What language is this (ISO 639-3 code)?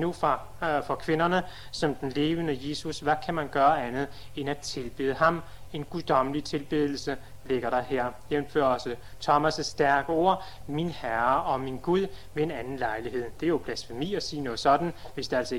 dan